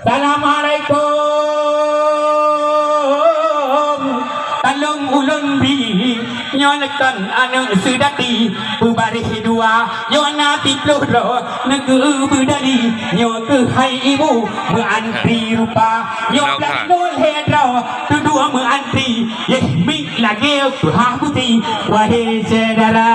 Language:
Achinese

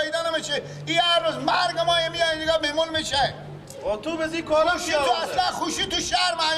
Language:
Persian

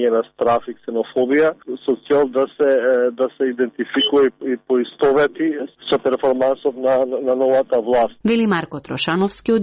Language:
Macedonian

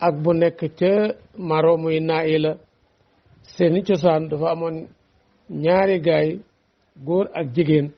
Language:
Wolof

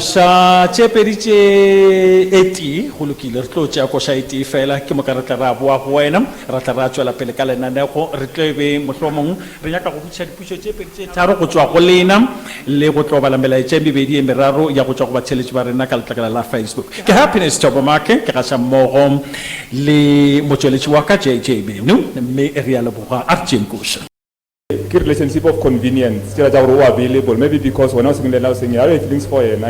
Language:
Northern Sotho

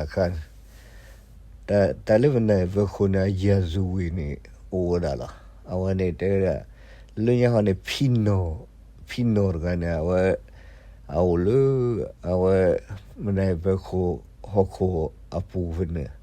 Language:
S'gaw Karen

